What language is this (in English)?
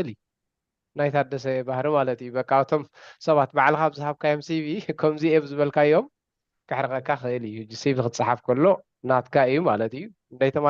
Tigrinya